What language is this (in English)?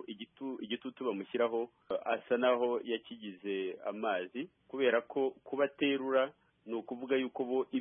Kinyarwanda